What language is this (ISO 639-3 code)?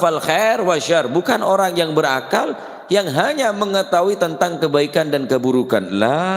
mad